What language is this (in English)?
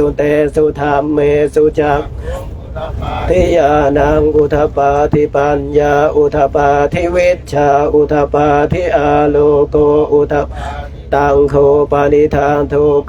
Pali